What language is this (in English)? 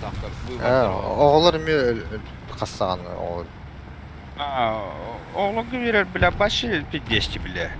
Yakut